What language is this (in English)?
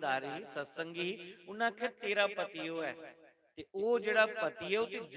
Dogri